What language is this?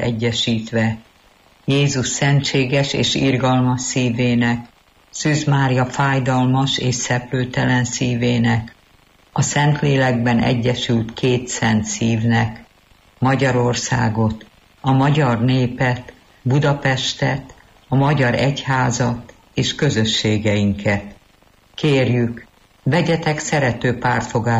Hungarian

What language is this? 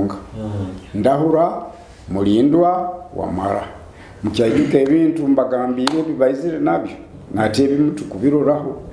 Nyoro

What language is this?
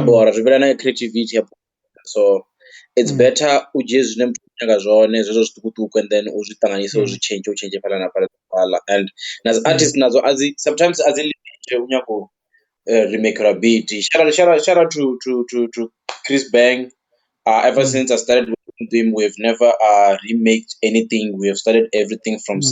Venda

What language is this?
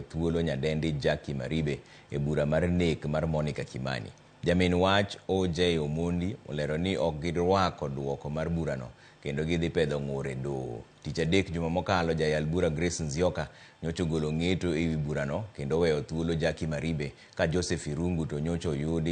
Luo (Kenya and Tanzania)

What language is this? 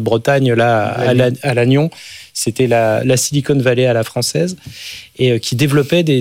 French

